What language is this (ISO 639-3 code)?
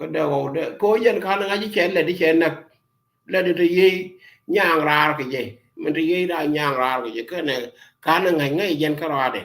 nus